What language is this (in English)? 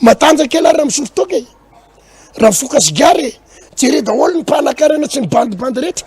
Malagasy